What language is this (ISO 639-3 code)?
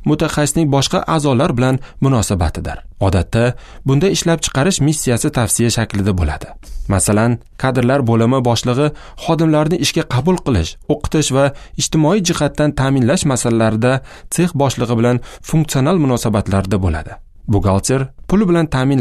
uzb